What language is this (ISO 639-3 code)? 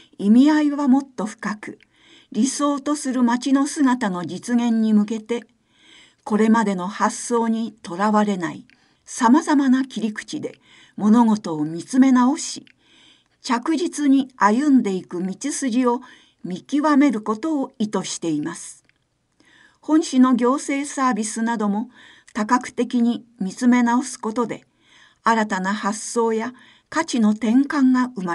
jpn